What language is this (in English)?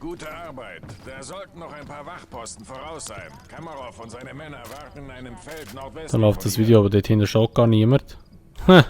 Swiss German